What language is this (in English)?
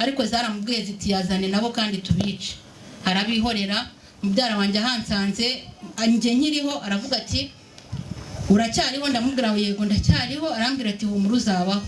Kinyarwanda